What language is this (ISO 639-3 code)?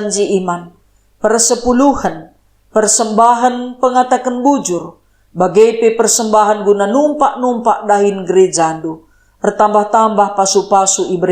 btx